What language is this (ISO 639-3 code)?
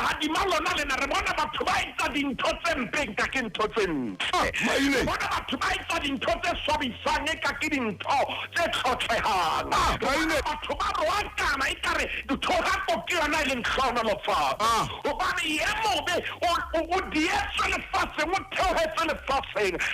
sot